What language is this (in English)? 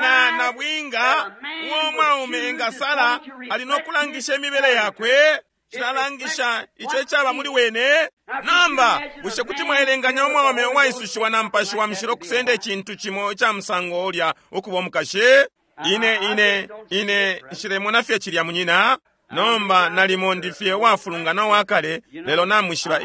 Bemba